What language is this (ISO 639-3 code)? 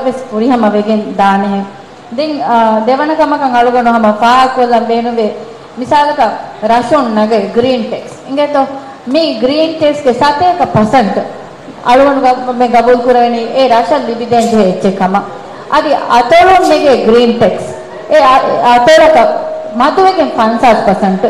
div